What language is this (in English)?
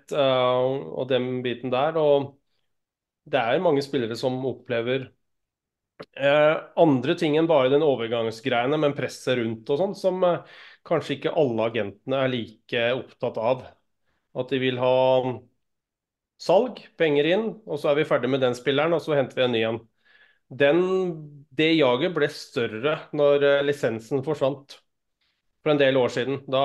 Norwegian